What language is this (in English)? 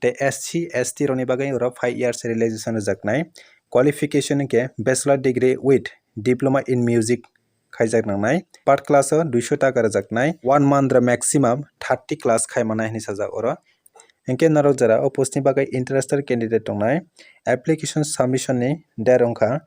Kok Borok